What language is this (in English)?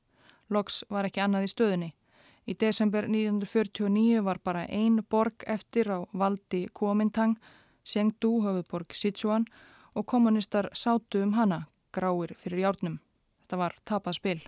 Icelandic